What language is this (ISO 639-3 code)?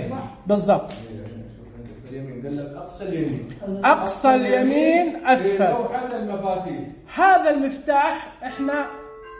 ars